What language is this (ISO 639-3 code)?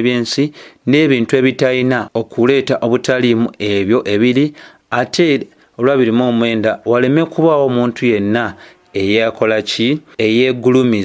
lug